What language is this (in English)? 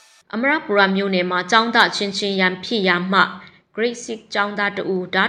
Burmese